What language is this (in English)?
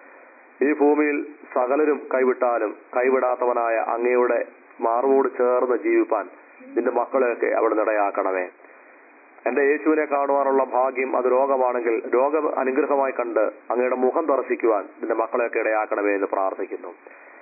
Malayalam